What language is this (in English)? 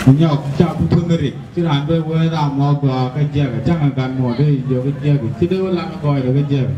Nuer